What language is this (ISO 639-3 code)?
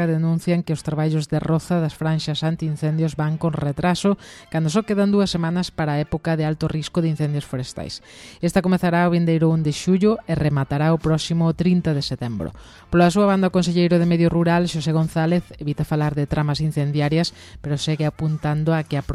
glg